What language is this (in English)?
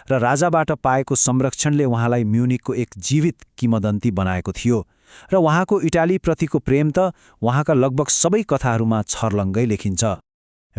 Nepali